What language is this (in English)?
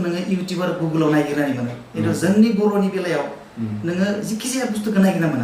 Bodo